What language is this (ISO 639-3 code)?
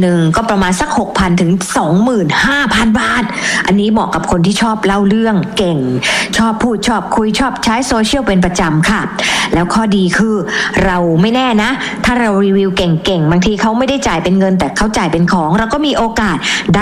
tha